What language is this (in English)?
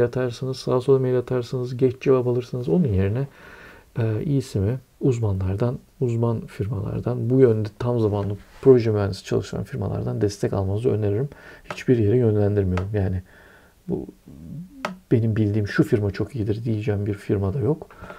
Turkish